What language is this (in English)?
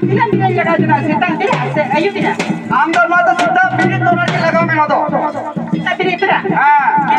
Santali